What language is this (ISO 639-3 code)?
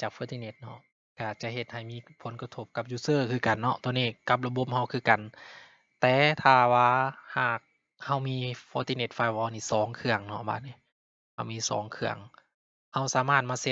lao